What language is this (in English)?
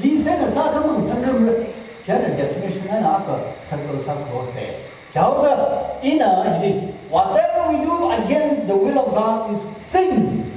Tangkhul Naga (India)